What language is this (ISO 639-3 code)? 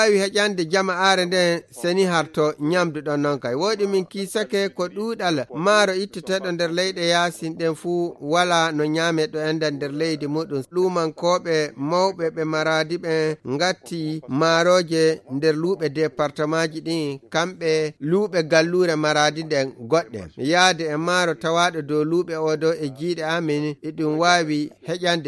fuv